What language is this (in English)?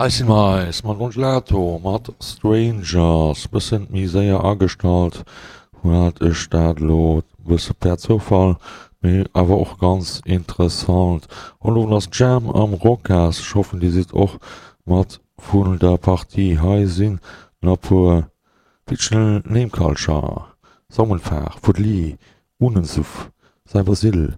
Luxembourgish